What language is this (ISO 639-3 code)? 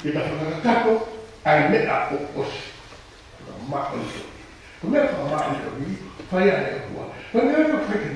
ton